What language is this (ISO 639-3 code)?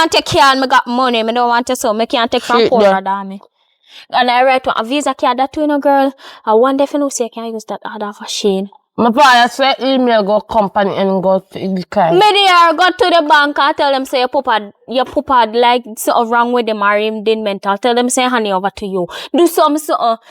jam